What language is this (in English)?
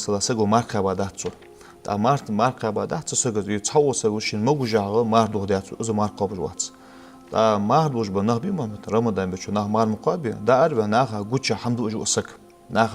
Ingush